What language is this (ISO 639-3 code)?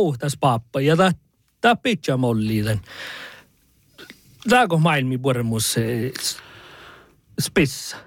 sme